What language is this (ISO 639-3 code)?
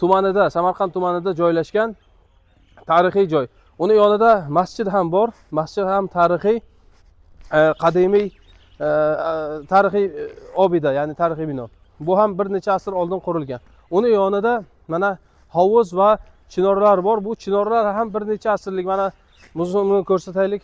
uzb